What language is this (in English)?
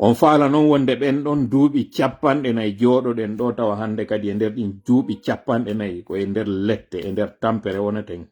Pular